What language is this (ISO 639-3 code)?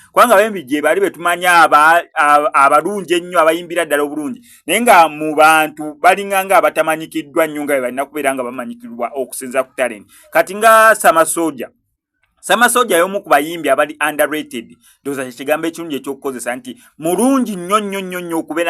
lug